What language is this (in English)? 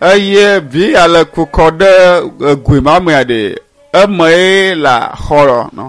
Ewe